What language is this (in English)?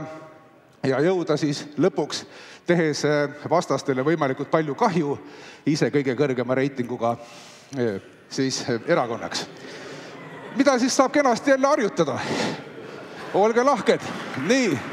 Estonian